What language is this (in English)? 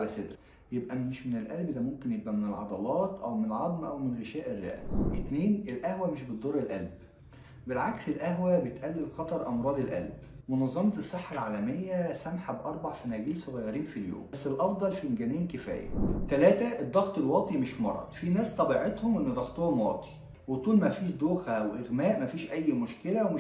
Egyptian Arabic